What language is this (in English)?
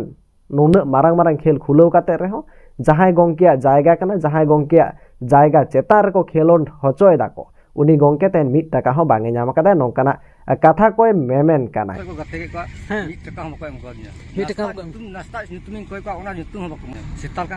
Santali